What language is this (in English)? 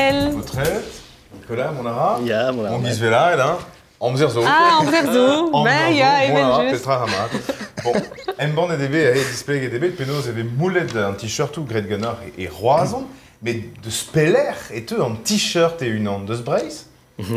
Breton